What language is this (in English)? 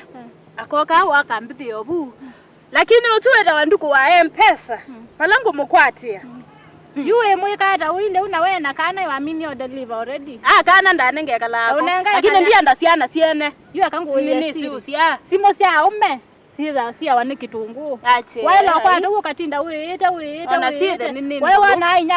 Kamba